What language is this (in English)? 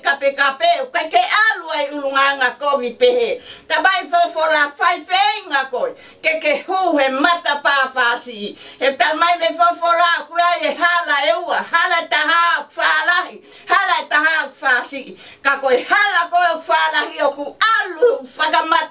Tongan